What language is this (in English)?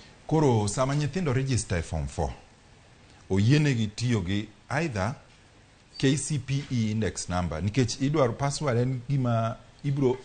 Luo (Kenya and Tanzania)